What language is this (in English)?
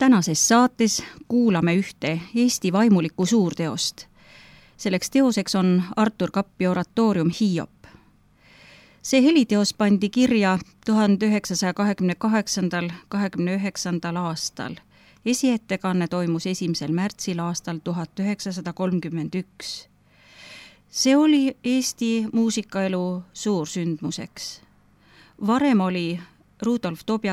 Estonian